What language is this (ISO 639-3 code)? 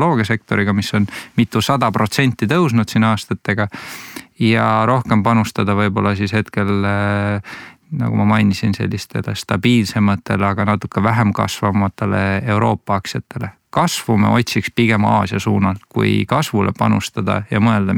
est